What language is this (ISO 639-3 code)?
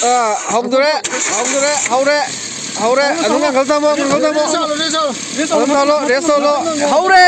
mni